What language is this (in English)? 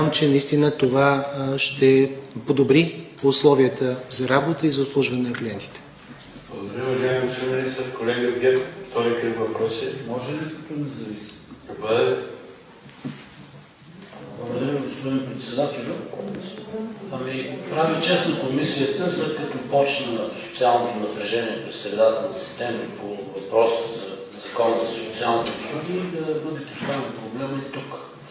Bulgarian